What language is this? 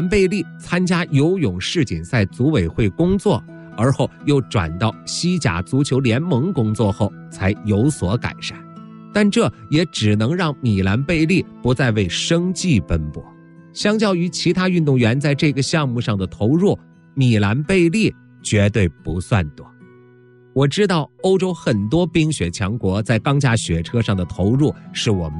Chinese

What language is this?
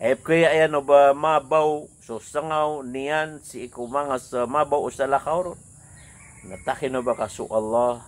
Maranao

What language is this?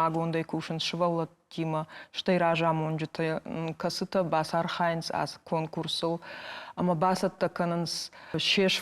Ossetic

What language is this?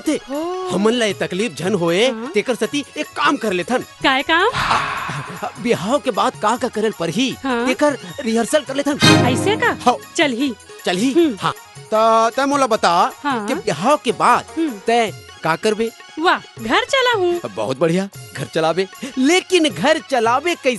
Chhattisgarhi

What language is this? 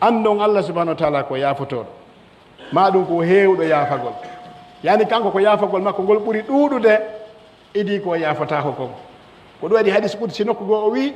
Pular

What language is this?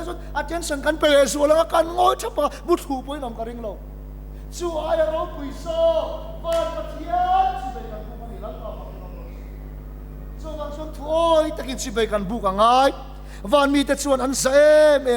Mizo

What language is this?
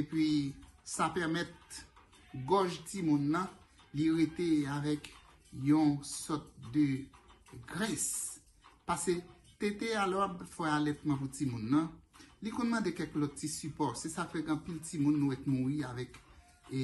Haitian Creole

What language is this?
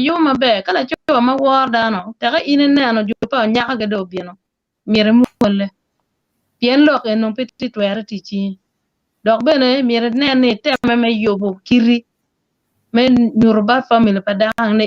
Acoli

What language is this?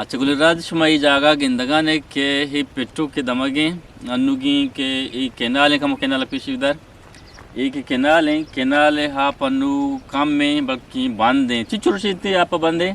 Eastern Balochi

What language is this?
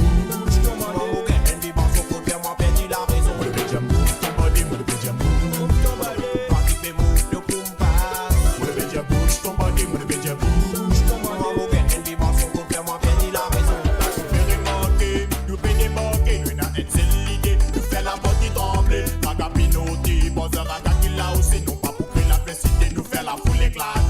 Morisyen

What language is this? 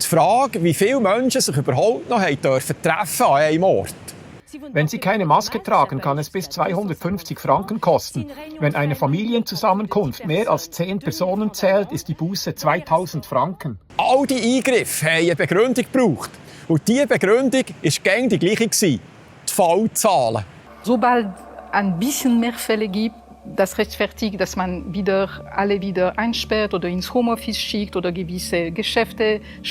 Swiss German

